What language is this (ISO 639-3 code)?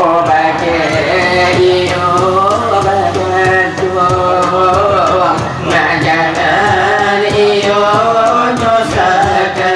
min